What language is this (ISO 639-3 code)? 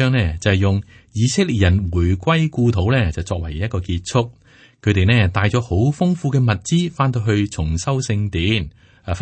yue